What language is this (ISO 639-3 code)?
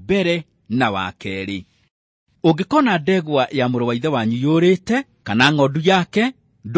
kik